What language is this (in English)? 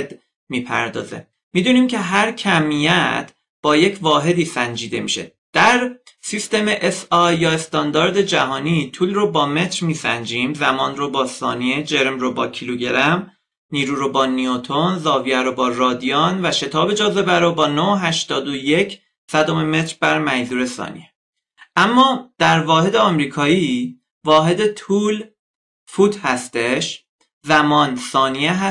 Persian